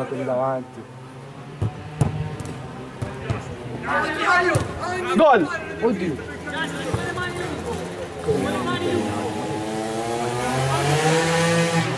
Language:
Italian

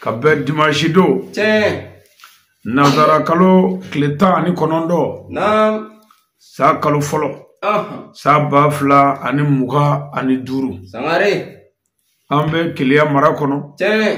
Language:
Bambara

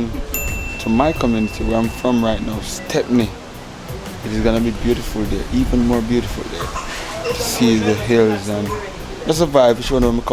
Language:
Jamaican Creole English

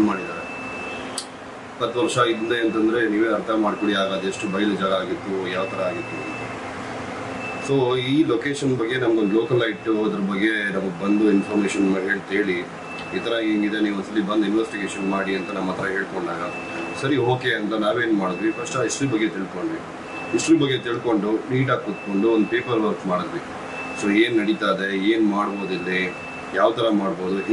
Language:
Kannada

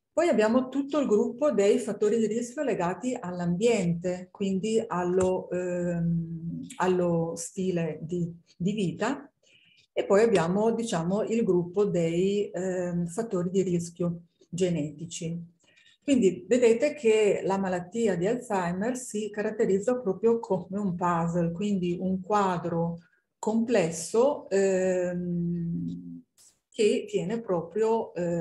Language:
Italian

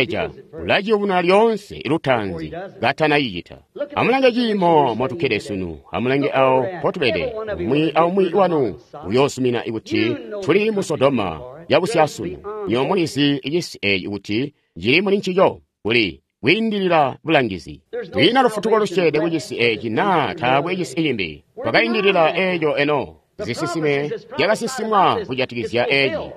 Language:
Tonga (Zambia)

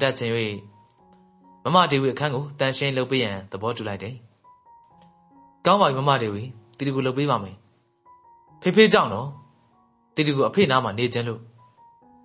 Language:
Burmese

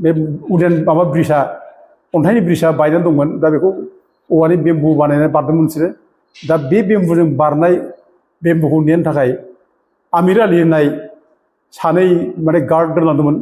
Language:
Bodo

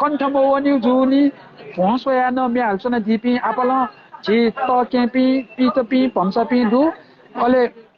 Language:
Newari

